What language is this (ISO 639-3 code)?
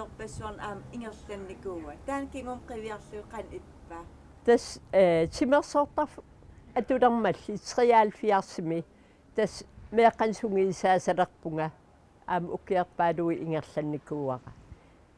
kal